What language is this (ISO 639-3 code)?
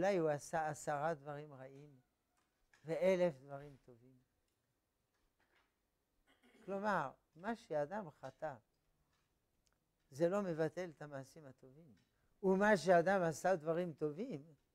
heb